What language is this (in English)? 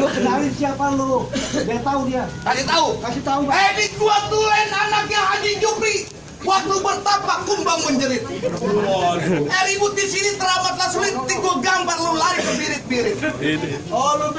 Betawi